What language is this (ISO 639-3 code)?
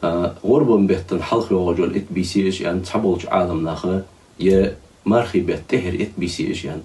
inh